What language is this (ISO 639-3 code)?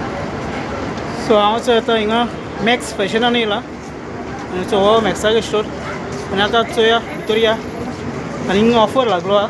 kok